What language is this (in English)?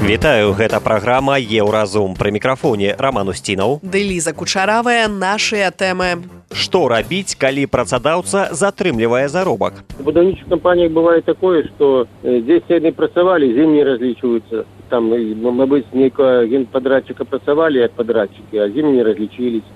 Belarusian